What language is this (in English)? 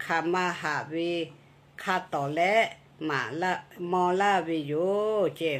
Lahu